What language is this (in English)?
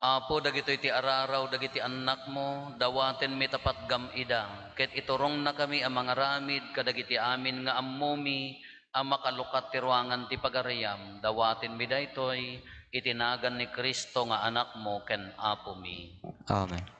Iloko